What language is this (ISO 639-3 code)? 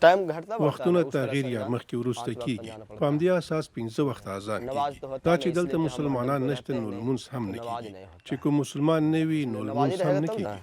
pus